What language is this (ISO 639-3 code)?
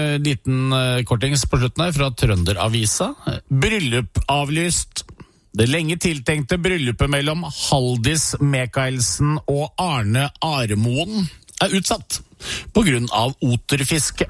nor